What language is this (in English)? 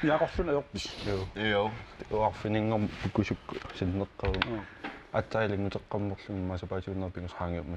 Kalaallisut